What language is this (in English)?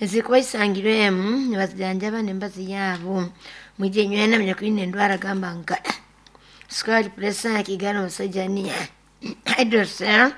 Nyoro